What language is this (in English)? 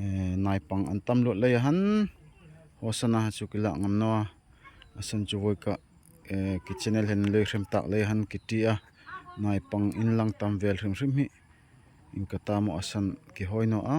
Darlong